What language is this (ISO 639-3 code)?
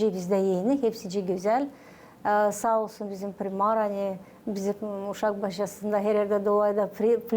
gag